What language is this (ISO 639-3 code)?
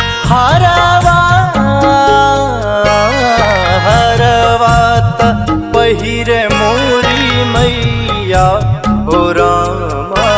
bho